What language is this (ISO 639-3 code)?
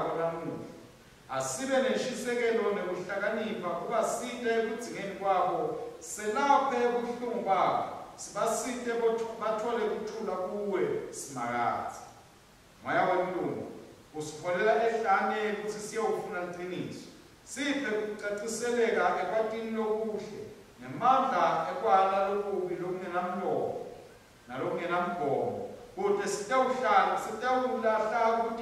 ssw